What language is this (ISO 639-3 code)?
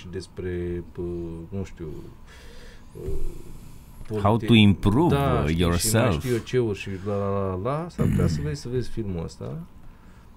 ron